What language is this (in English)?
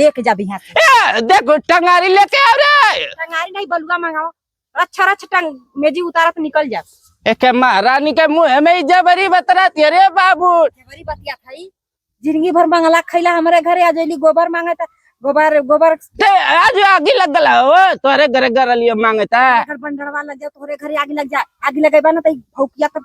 Bhojpuri